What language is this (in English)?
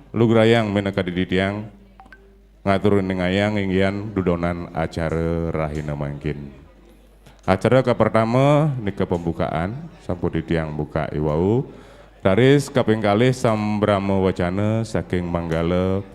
Balinese